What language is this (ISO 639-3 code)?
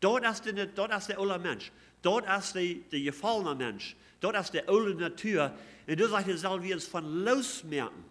pdt